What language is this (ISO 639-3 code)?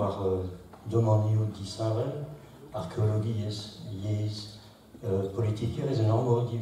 bre